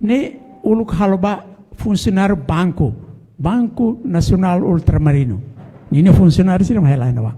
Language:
Tetum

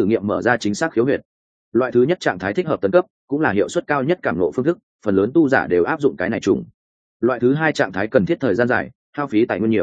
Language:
Vietnamese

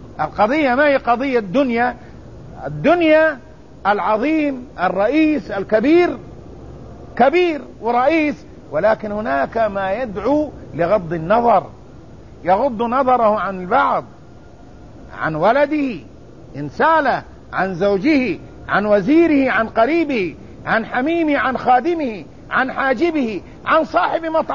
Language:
Arabic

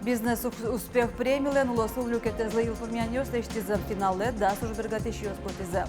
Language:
Udmurt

